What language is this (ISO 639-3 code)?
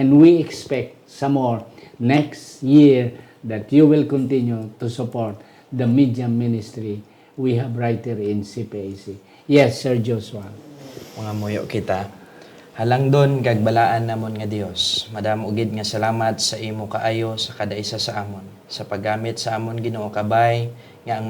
hil